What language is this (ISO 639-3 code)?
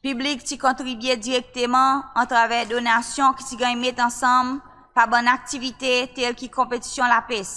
crs